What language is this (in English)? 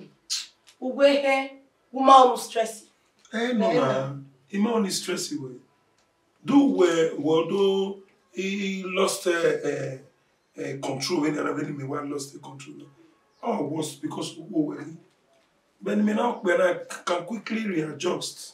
Bini